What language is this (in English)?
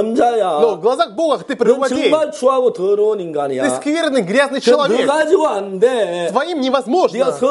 Korean